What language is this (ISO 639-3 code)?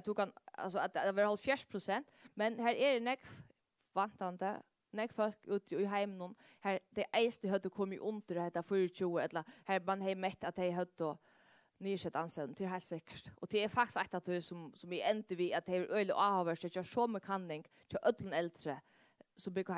fao